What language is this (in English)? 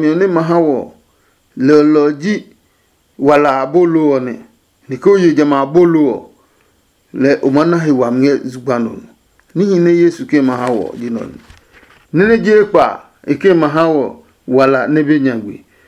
Adangme